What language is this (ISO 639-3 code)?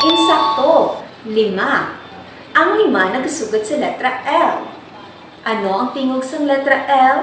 hil